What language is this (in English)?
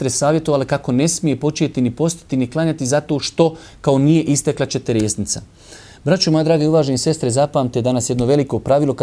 Bosnian